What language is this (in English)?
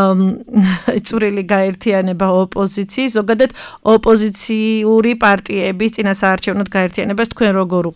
Georgian